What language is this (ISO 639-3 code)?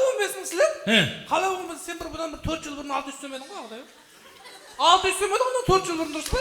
kaa